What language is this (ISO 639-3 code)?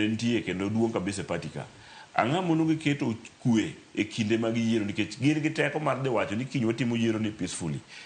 luo